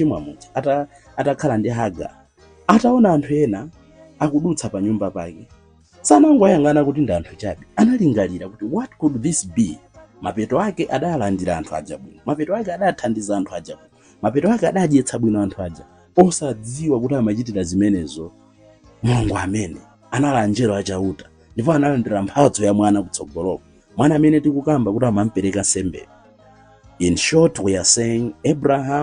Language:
Nyanja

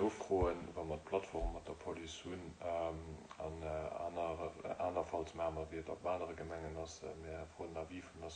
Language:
Luxembourgish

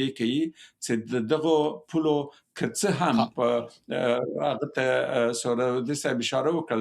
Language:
Pashto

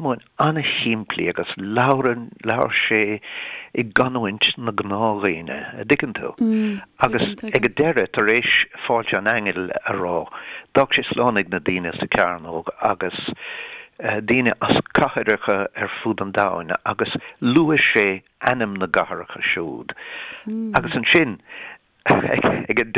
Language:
Irish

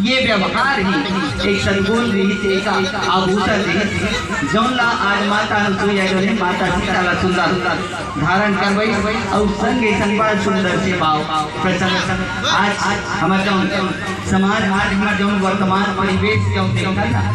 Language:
Chhattisgarhi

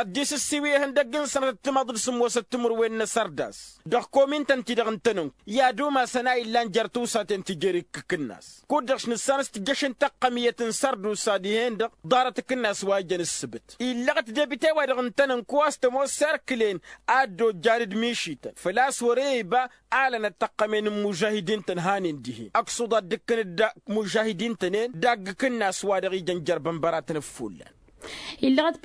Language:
Tamasheq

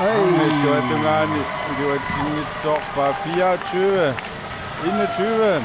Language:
Kalaallisut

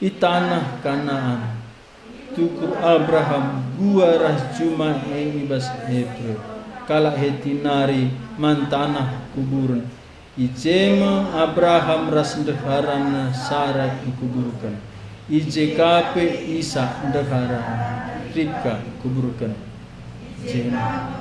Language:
Batak Karo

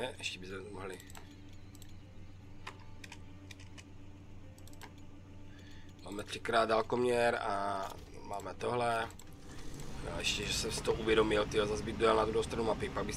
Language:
Czech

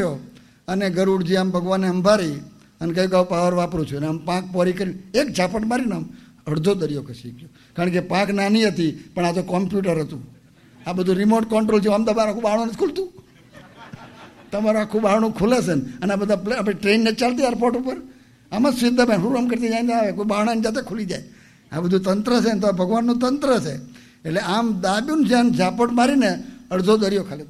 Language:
Gujarati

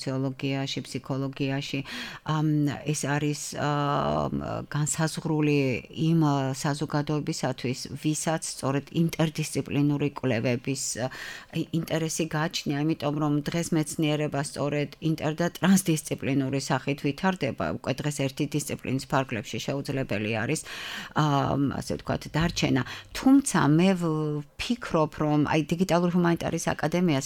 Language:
Georgian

